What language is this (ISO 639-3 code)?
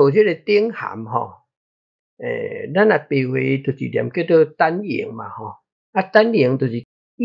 nan